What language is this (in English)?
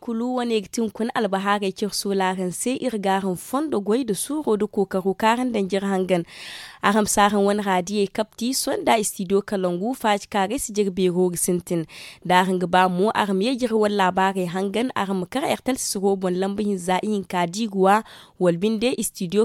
Zarma